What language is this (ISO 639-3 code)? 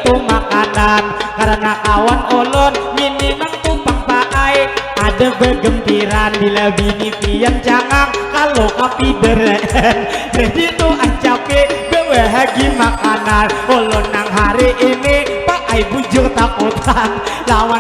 bjn